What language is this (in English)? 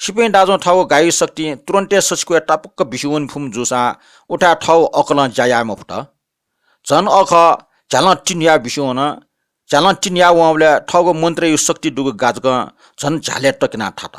Newari